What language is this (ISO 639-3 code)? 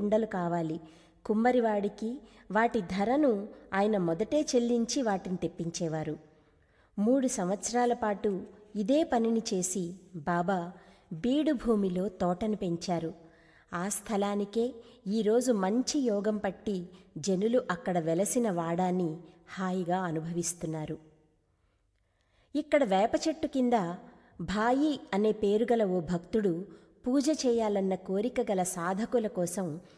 tel